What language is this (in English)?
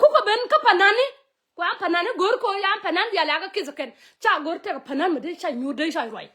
Nuer